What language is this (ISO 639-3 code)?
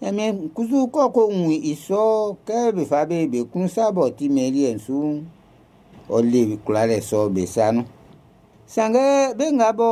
bci